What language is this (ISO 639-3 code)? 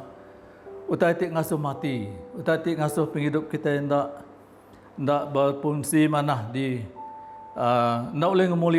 iba